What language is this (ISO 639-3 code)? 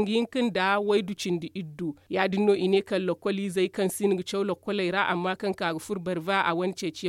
dje